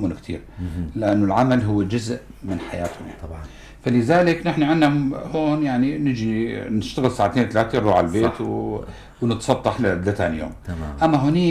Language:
North Levantine Arabic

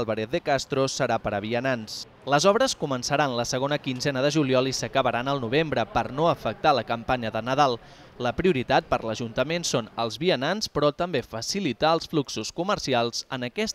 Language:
Catalan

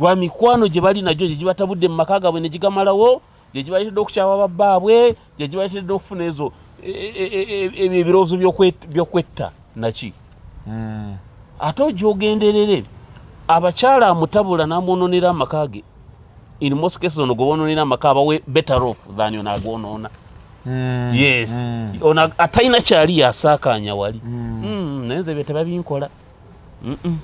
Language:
Ganda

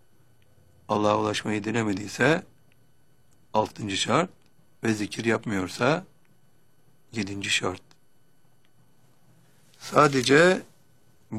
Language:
Turkish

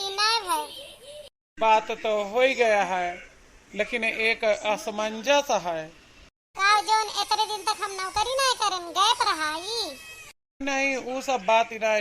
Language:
Awadhi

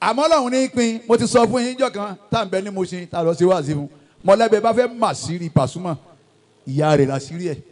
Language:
Yoruba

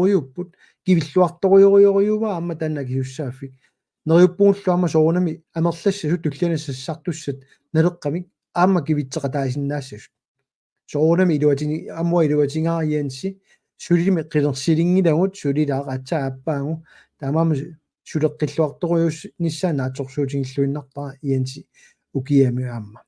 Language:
Kalaallisut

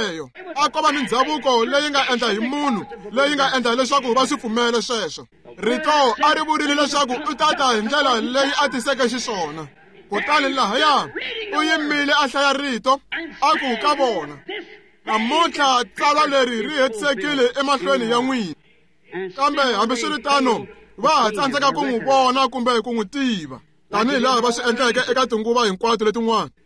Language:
Tsonga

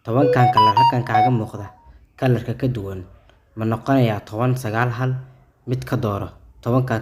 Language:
Somali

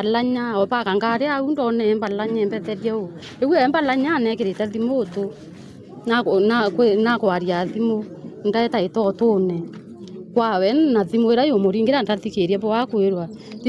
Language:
Meru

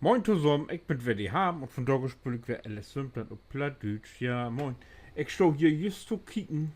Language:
Low German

